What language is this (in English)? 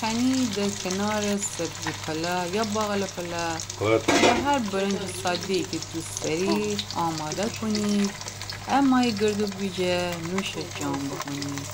Gilaki